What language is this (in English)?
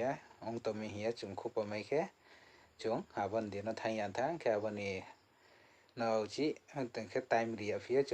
Riang (India)